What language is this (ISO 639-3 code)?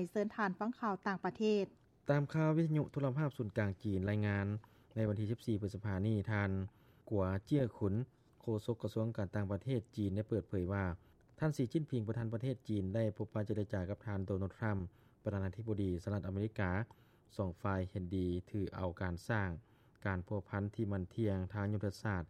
lao